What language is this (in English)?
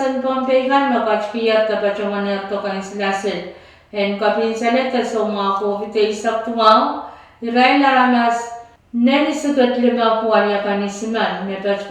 Pohnpeian